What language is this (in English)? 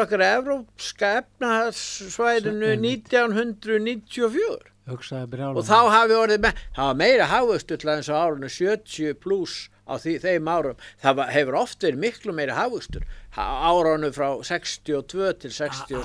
Icelandic